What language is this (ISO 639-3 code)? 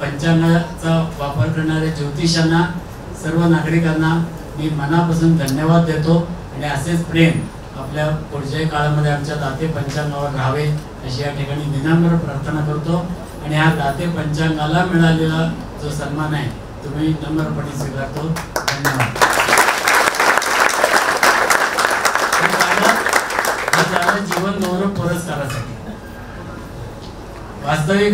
mar